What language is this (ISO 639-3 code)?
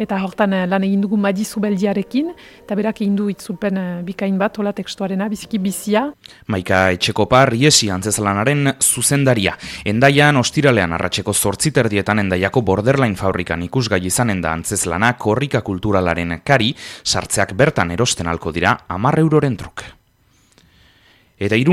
eus